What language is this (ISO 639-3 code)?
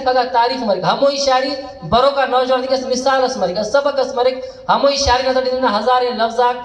brh